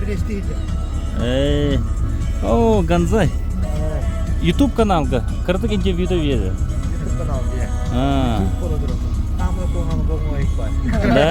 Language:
Yakut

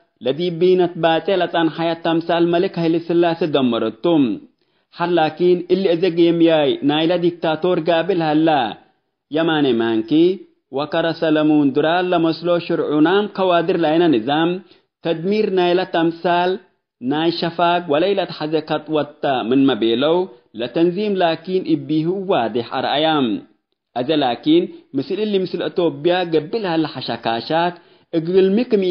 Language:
Tigre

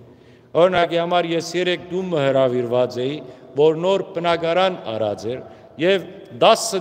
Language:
Western Armenian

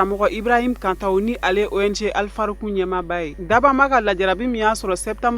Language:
Bambara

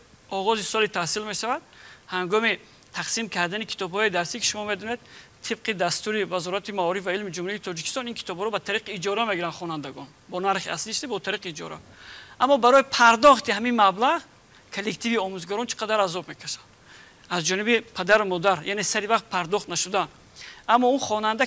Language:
Tajik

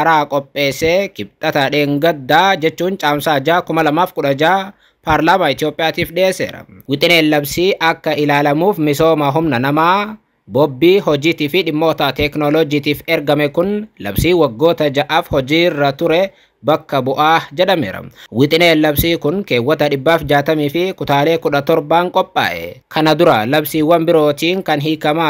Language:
Oromo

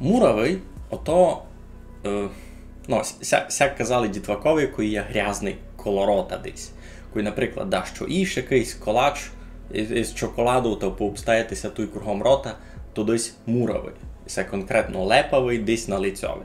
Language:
Rusyn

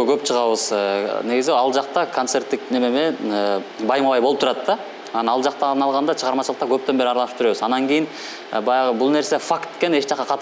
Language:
Kyrgyz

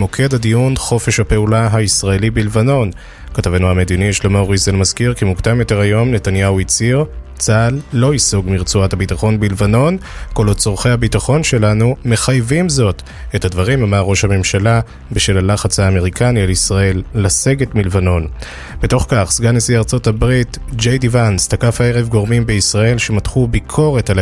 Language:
Hebrew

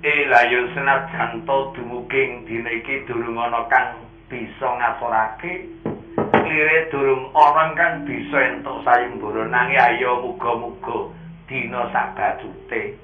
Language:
Javanese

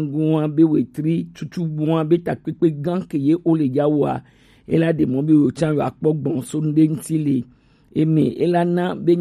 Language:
Gen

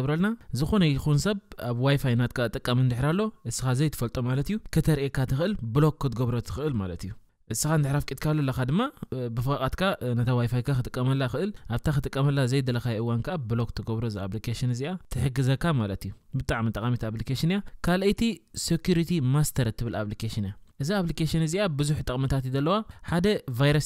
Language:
Tigrinya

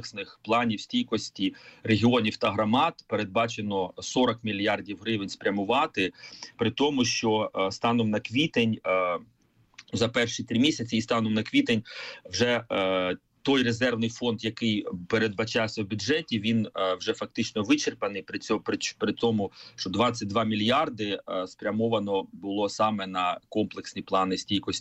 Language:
Ukrainian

